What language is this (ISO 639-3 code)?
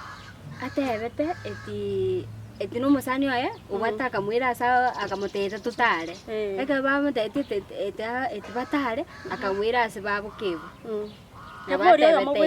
guz